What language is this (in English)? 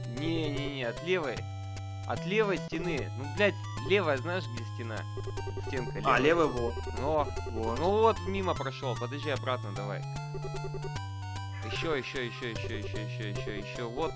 Russian